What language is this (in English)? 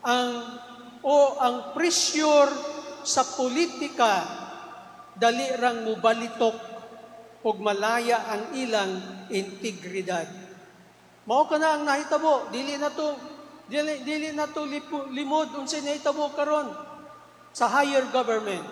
Cebuano